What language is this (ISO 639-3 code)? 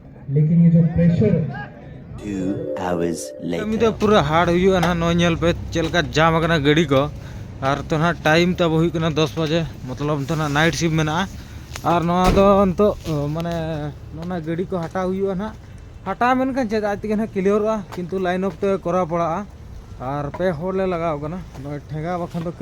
sat